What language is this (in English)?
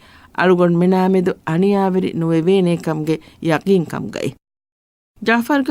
Divehi